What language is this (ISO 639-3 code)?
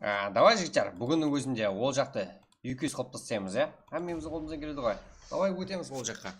kaa